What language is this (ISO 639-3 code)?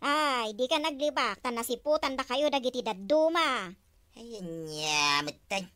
ilo